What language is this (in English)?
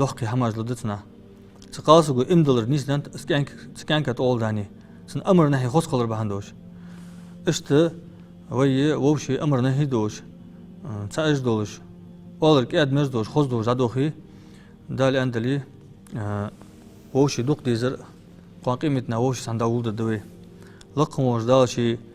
Ingush